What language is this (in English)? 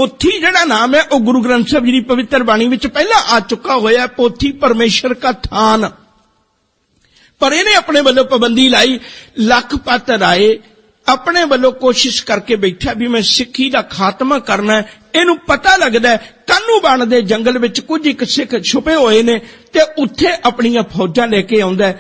Punjabi